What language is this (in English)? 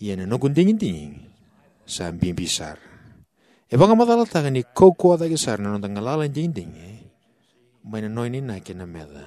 Fijian